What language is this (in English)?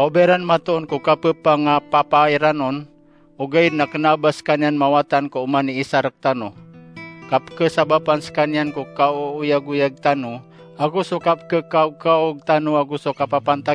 Maranao